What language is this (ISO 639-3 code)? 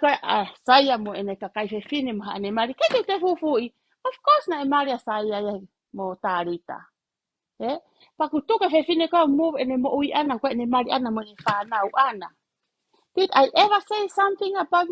ton